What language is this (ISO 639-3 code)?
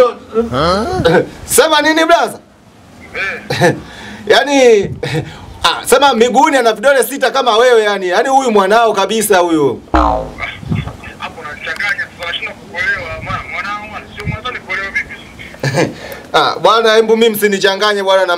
swa